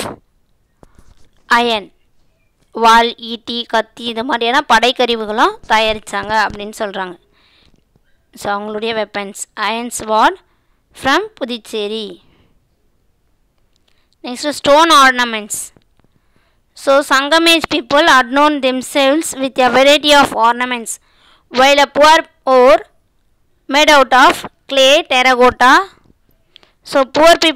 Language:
Tamil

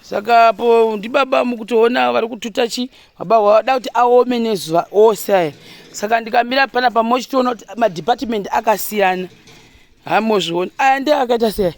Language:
Shona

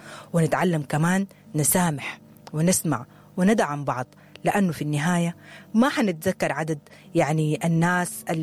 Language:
Sudanese Arabic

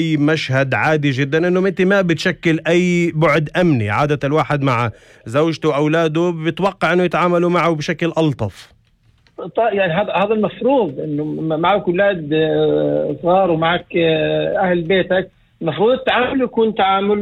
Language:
North Levantine Arabic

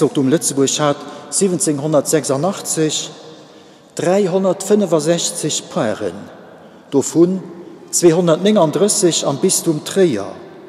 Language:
Luxembourgish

